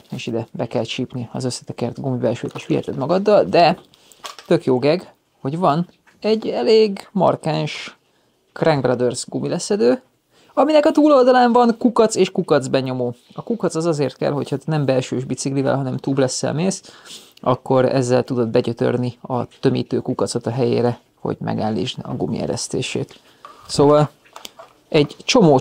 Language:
Hungarian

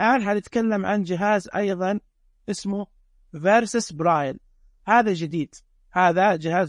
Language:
Najdi Arabic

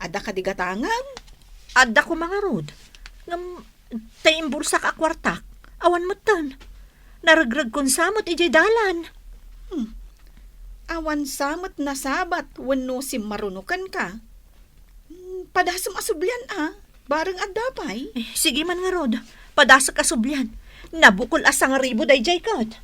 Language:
Iloko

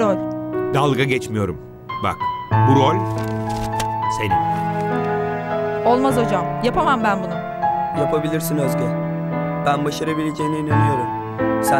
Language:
Turkish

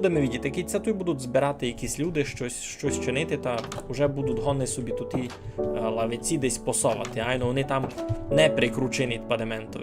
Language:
Rusyn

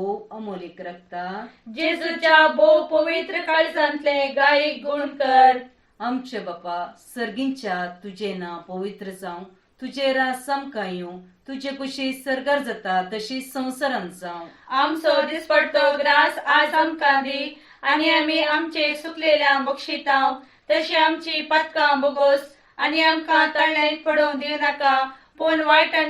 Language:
Konkani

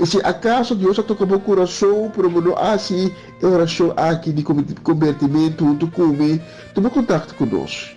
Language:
Papiamento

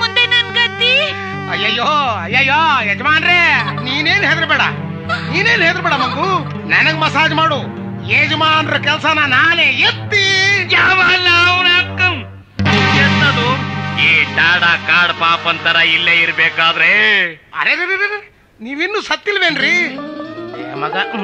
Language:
Kannada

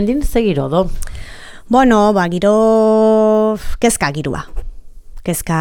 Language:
Basque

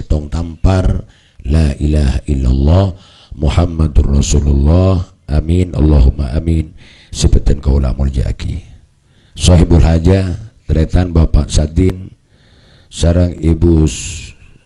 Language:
Madurese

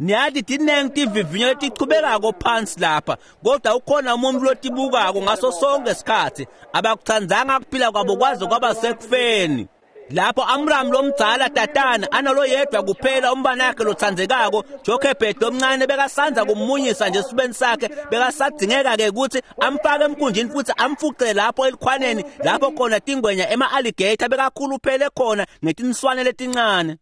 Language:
Swati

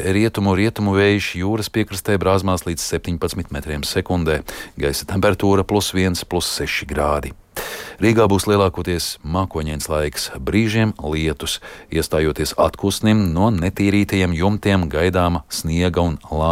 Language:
Latvian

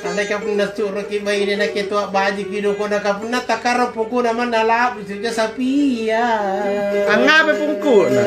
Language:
Makasar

